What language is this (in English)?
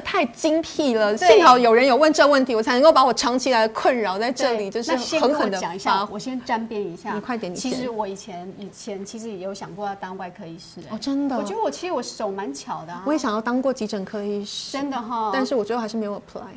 Chinese